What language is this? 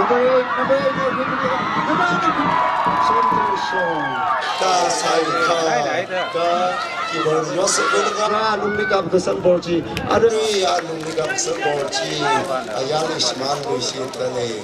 Tangkhul Naga (India)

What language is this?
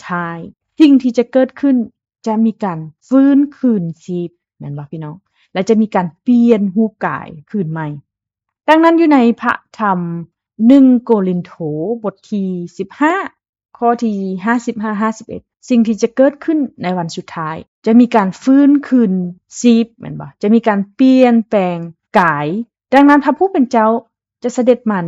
Lao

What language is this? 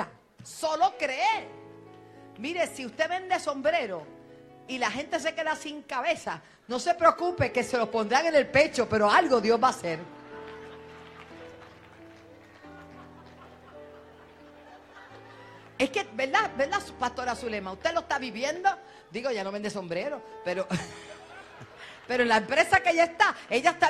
Spanish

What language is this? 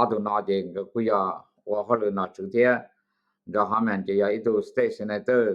Hmong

